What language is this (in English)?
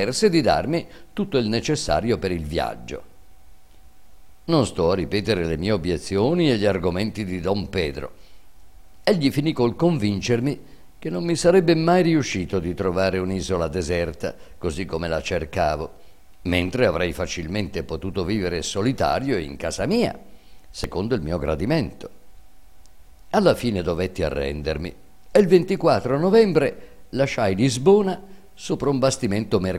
Italian